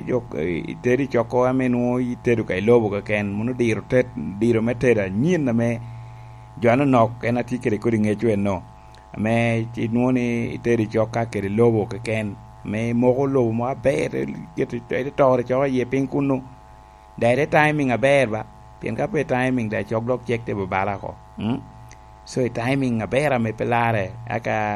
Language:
Lango (Uganda)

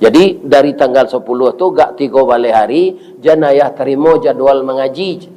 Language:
Minangkabau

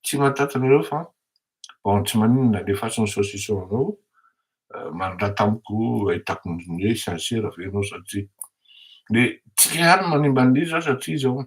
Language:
Malagasy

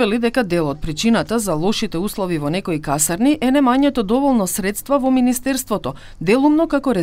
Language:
Macedonian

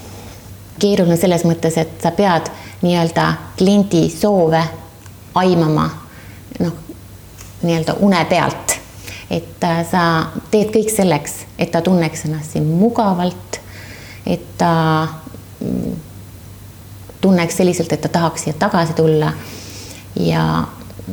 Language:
Estonian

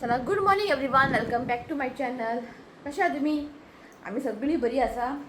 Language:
Konkani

